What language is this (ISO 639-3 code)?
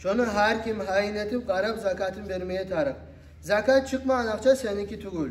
kum